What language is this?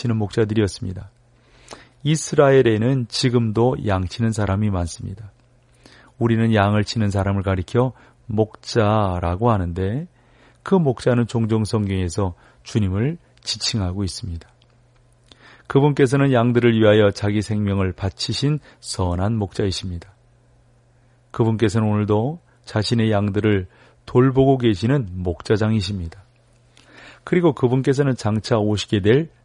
Korean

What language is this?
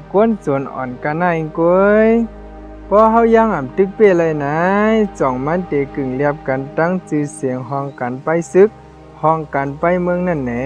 Shan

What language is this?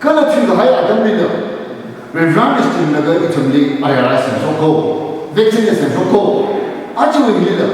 Tangkhul Naga (India)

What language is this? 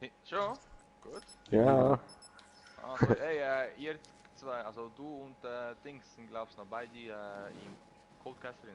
Swiss German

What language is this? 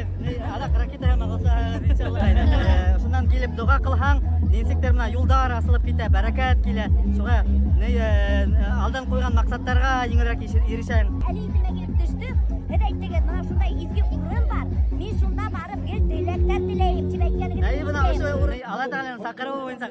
Bashkir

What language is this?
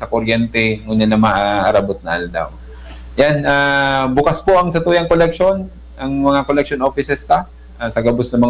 Bikol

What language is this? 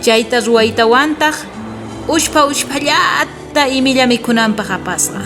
South Bolivian Quechua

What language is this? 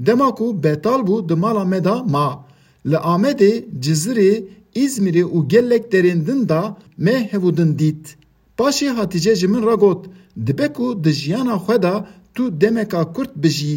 Kurdish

